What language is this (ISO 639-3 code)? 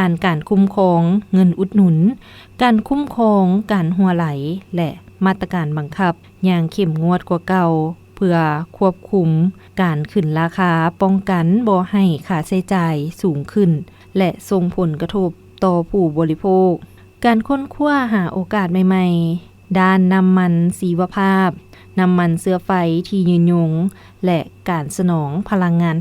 lao